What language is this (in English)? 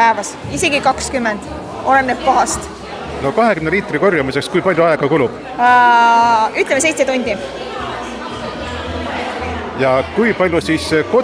Estonian